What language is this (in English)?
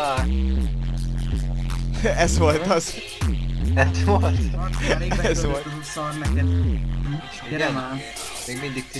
Hungarian